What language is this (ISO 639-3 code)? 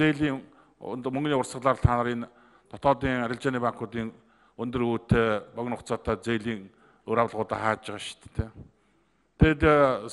mon